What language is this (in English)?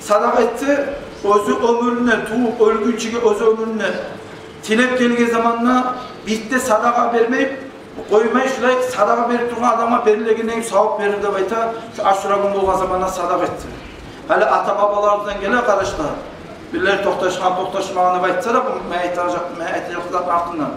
Kumyk